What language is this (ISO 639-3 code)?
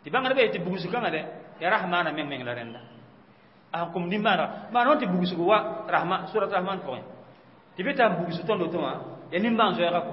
mos